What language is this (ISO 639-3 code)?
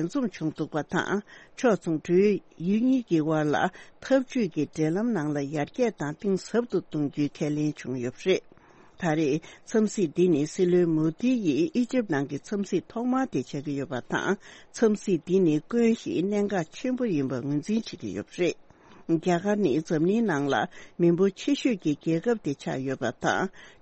bod